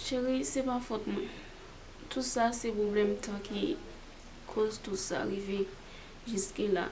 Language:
Haitian Creole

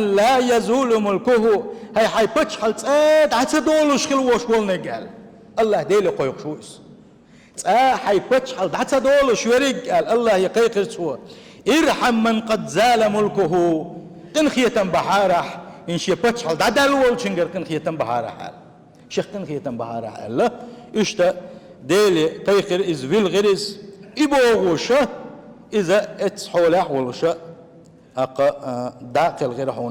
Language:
Chechen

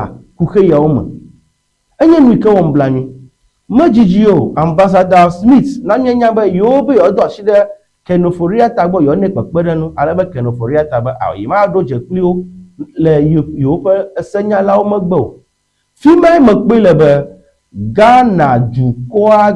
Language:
Ewe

